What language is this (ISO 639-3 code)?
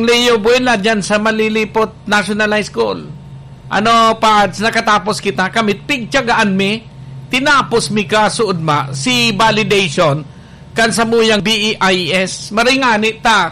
bik